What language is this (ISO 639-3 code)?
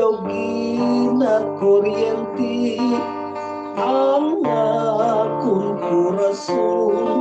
hil